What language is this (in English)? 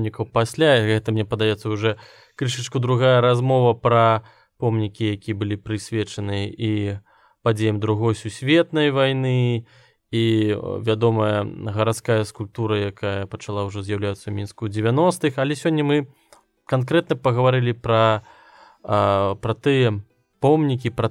Belarusian